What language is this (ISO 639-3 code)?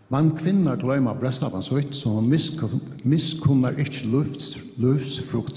fao